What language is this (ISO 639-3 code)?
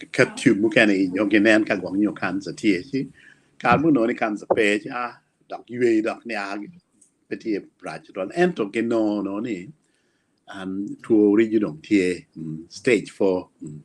ach